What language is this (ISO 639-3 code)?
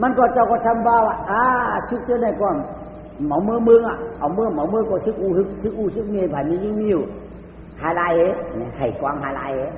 shn